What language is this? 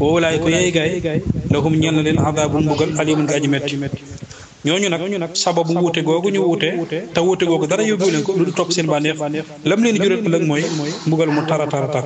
Wolof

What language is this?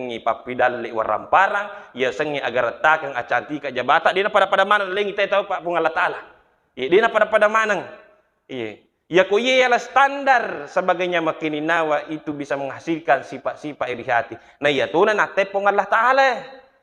Buginese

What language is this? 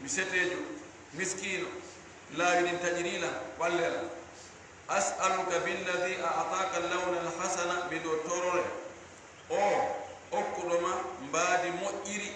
Fula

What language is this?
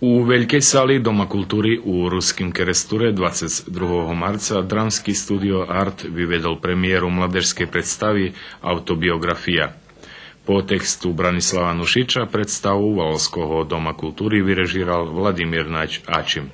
Rusyn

